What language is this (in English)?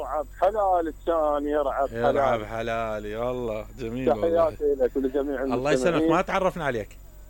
Mesopotamian Arabic